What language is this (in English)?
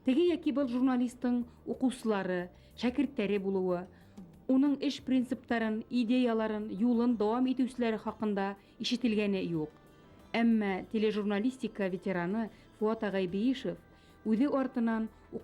Bashkir